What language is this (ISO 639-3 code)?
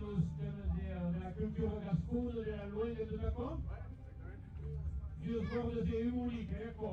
oci